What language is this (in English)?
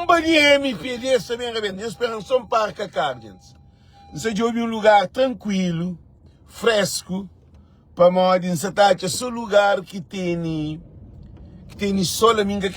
Kabuverdianu